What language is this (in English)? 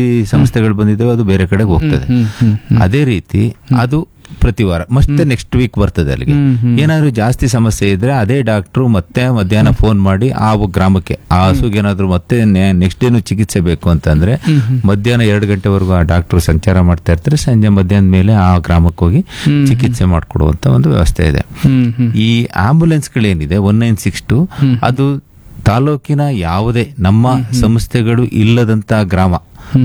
Kannada